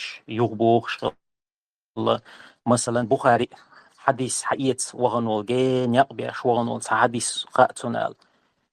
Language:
Chechen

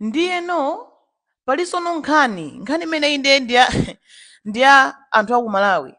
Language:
Nyanja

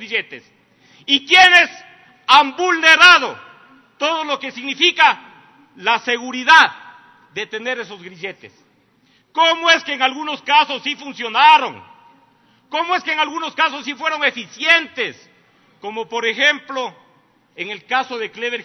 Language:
Spanish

